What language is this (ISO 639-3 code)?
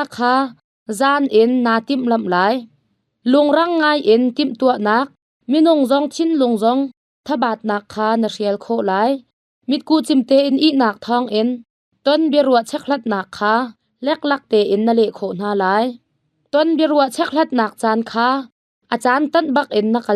cnh